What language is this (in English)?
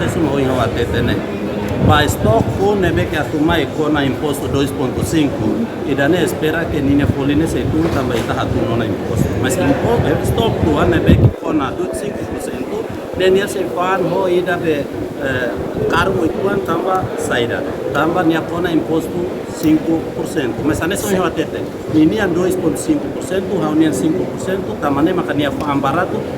Tetum